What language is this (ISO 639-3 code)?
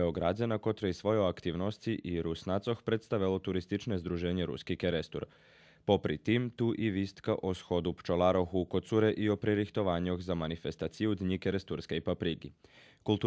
rue